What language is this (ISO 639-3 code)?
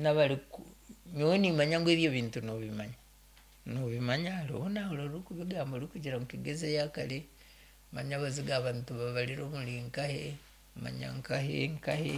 nyn